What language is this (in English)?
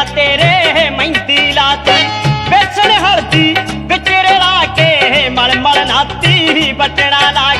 Punjabi